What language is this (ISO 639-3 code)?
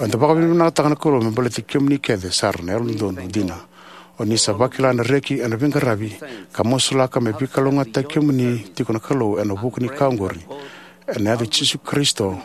fij